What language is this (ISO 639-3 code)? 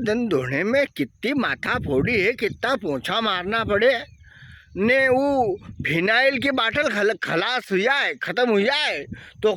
raj